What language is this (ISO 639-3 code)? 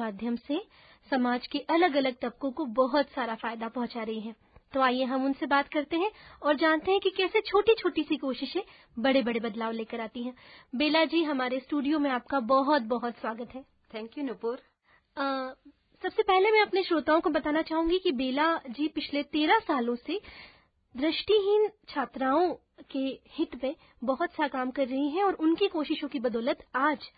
hin